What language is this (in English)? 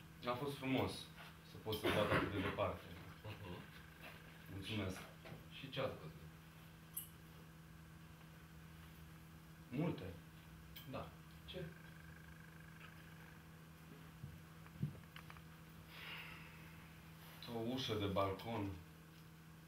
Romanian